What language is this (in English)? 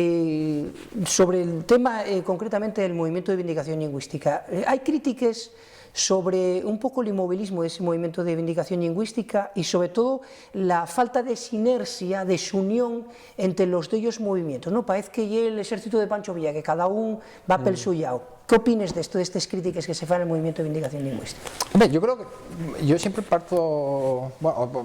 Asturian